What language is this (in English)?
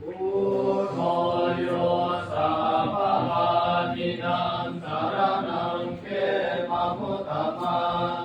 Pali